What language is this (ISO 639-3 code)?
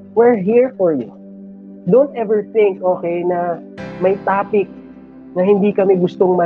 fil